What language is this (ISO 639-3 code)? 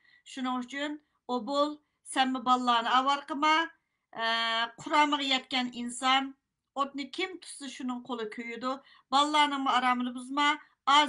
uig